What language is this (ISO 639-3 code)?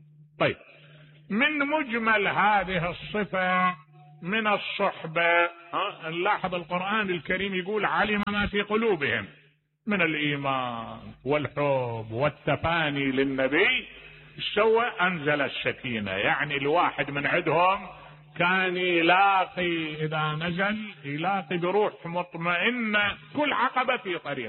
acm